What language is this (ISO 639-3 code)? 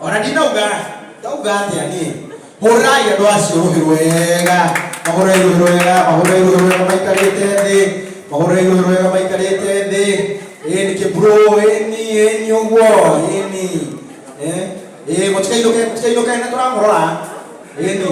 kik